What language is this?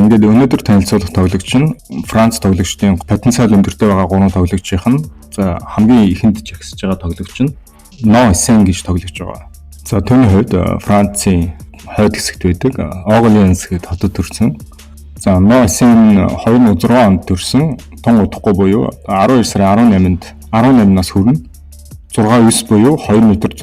Mongolian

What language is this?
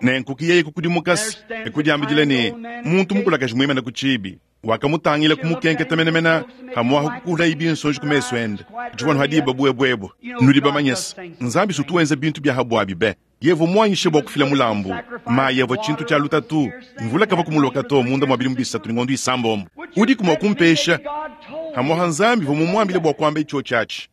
Luba-Lulua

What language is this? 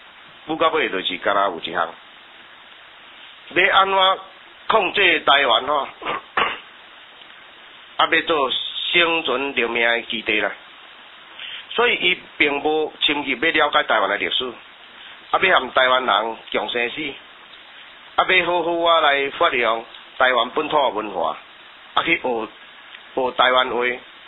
Min Nan Chinese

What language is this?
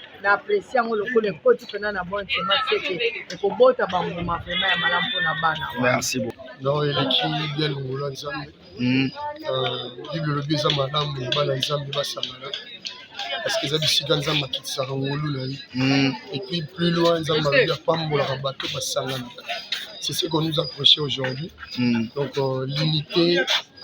Lingala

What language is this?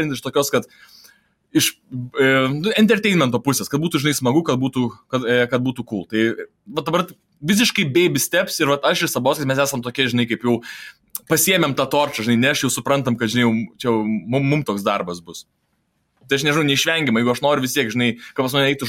Lithuanian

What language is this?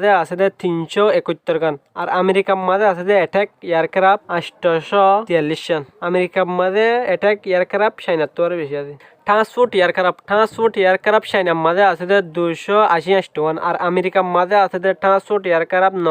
Rohingya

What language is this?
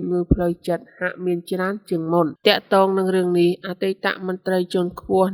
Khmer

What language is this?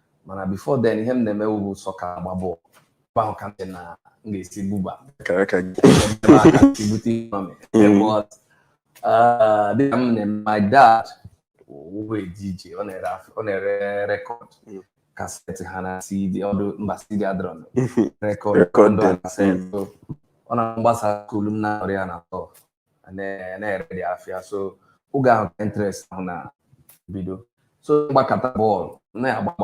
Igbo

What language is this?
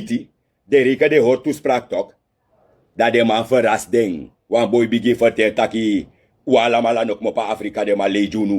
Sranan Tongo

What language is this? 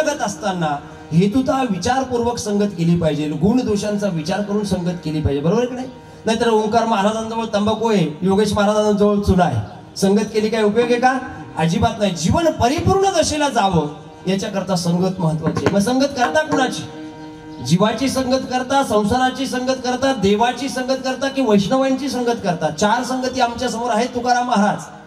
Marathi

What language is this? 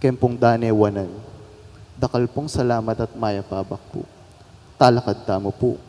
Pampanga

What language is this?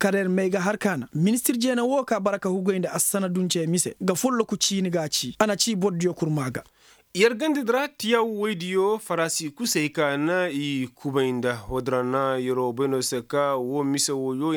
Koyraboro Senni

